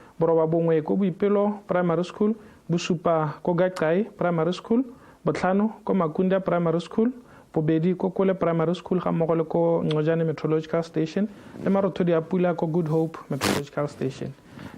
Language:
Tswana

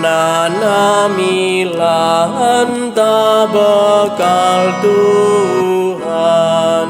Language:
Batak Karo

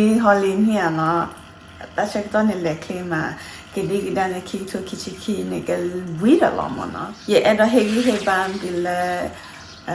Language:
S'gaw Karen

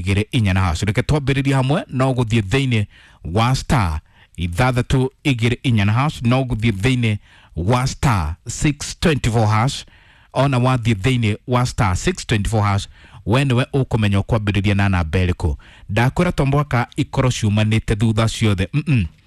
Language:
Kikuyu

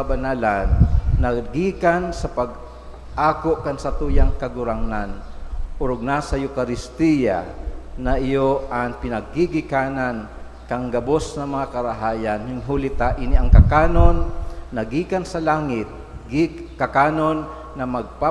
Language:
Bikol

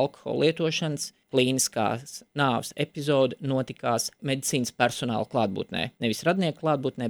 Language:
Latvian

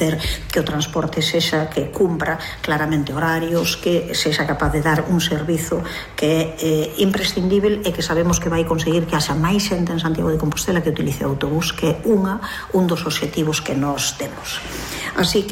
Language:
Galician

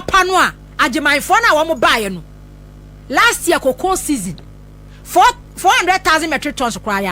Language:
Akan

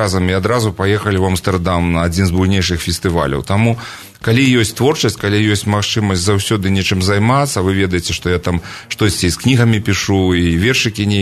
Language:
Belarusian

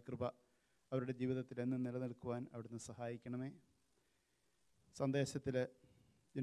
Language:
Malayalam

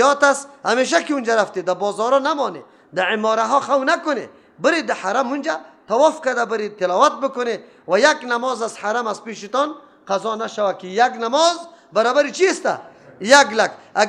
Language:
Persian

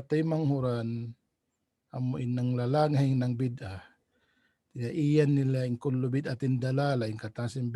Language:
Tausug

